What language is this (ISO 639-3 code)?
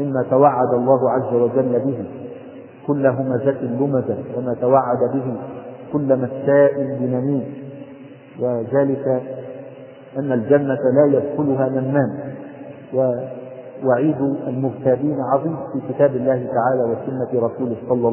ara